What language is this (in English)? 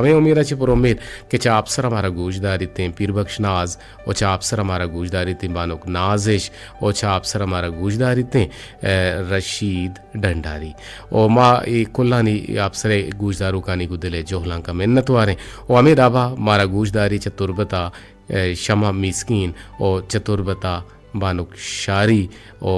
Eastern Balochi